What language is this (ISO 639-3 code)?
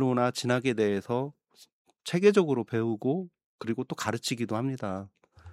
kor